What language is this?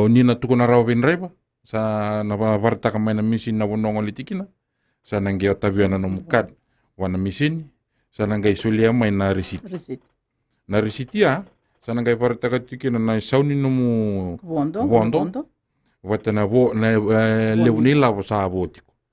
Fijian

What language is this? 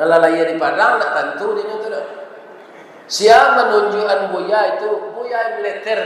Minangkabau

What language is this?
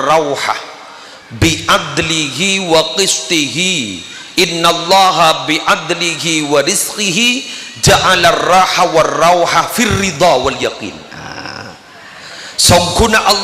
Madurese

